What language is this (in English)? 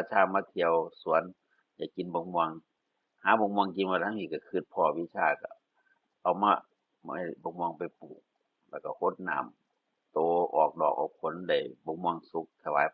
Northeastern Thai